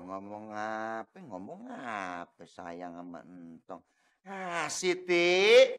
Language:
Betawi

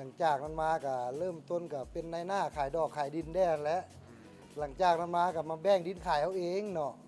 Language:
Lao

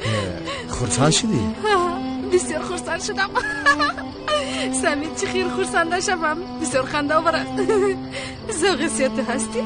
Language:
Tajik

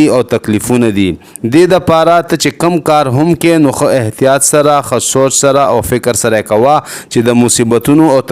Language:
Pashto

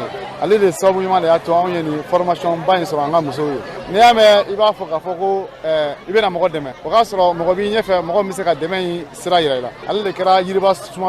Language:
Bambara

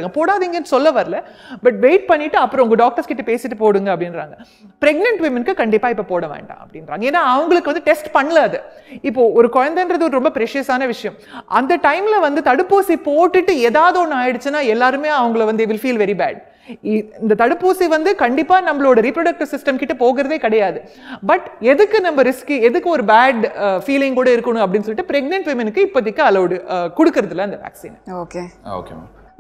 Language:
Tamil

